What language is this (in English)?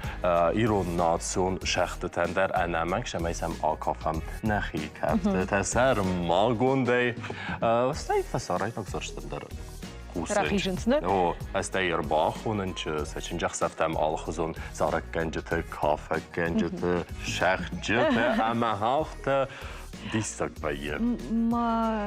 Ossetic